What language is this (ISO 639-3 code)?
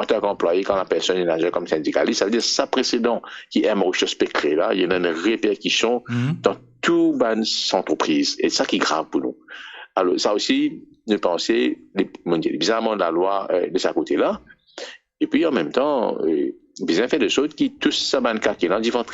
mfe